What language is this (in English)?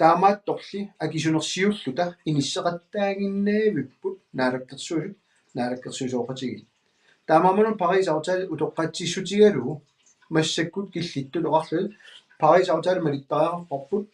Kalaallisut